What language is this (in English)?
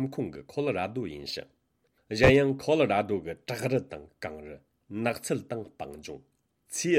Tibetan